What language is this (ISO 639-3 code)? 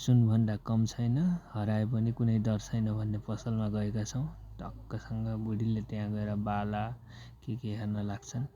nep